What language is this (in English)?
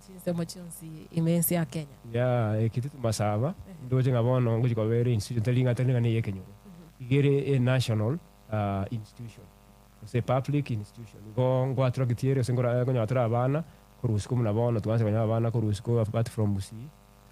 Gusii